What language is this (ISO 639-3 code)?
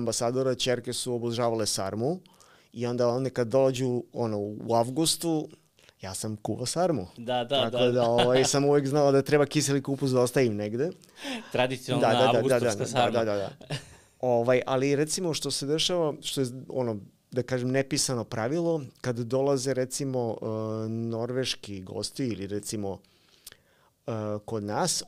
srp